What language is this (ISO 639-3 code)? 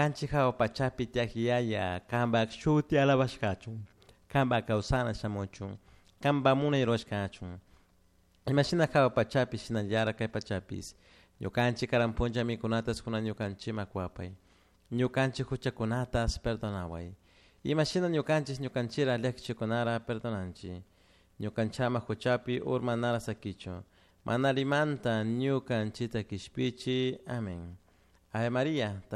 qug